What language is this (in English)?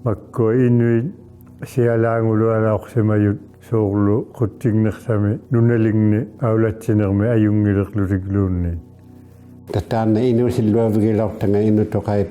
Inuktitut